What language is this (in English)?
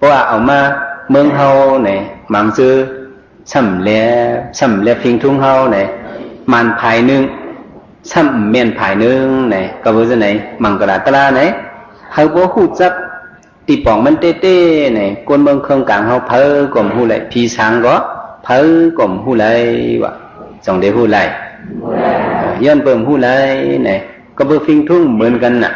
Shan